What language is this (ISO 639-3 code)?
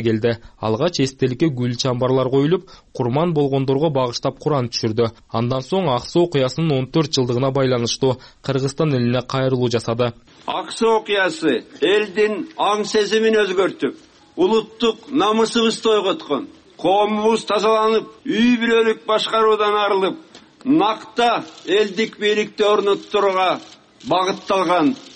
kir